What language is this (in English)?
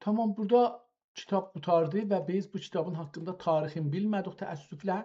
South Azerbaijani